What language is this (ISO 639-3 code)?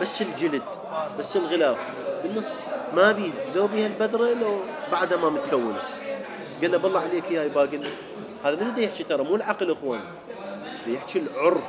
acm